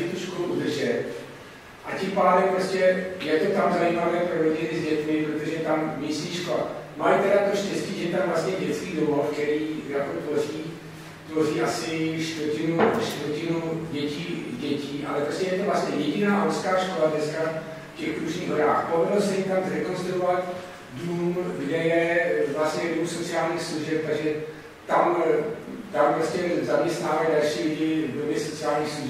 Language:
Czech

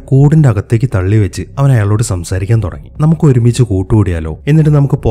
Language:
Malayalam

